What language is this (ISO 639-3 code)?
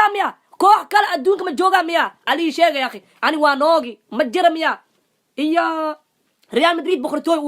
som